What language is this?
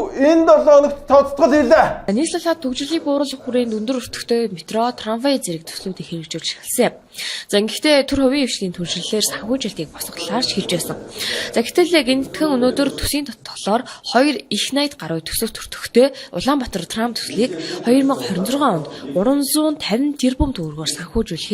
Mongolian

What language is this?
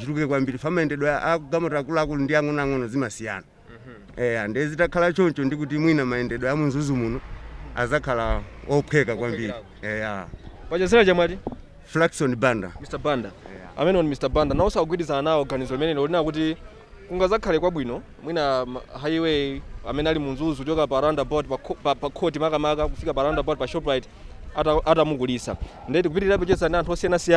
Nyanja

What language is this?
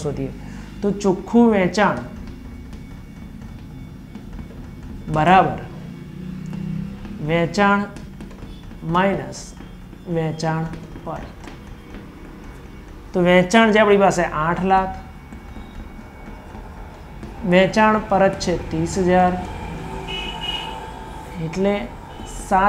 Gujarati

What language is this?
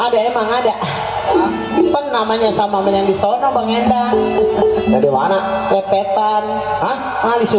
Betawi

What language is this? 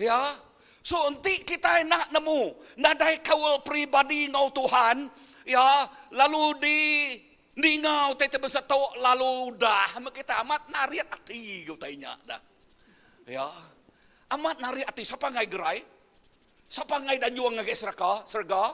Iban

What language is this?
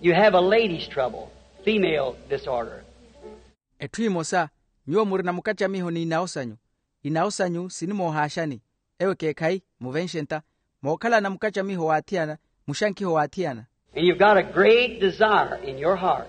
Makhuwa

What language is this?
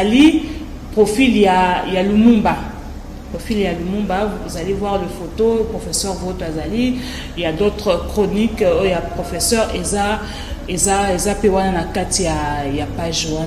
Lingala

